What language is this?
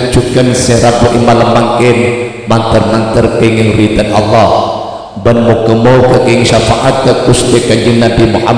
Madurese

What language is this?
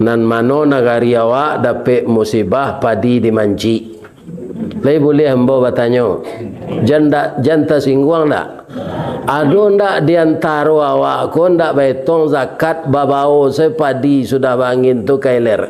Minangkabau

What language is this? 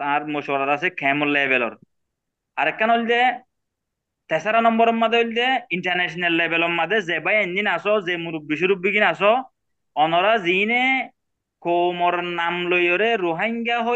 Rohingya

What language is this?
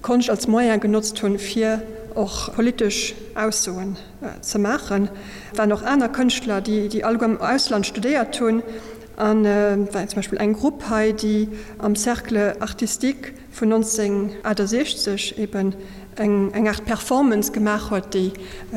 Luxembourgish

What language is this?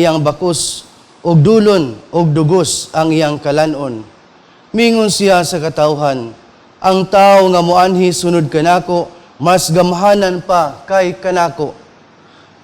Cebuano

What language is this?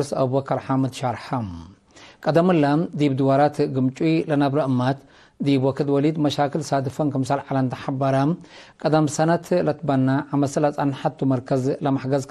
Tigre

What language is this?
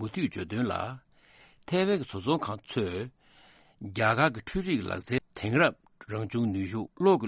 Tibetan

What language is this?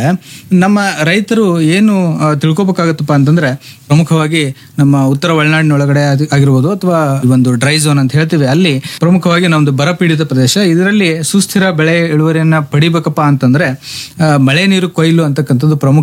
Kannada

